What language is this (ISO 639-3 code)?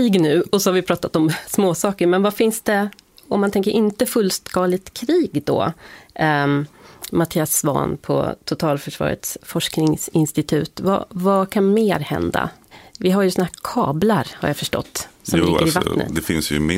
swe